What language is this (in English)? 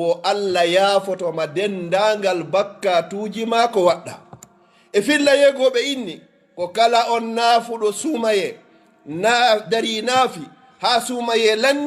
Fula